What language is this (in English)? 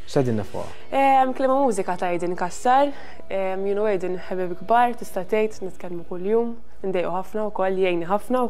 Maltese